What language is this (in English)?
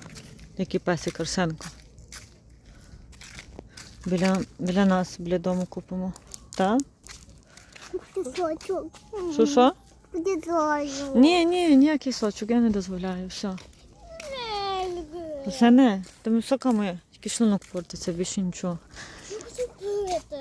Ukrainian